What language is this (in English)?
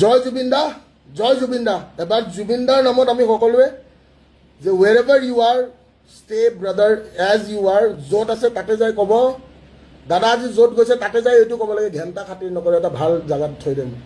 Assamese